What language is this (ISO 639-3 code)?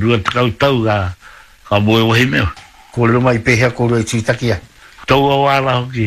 mri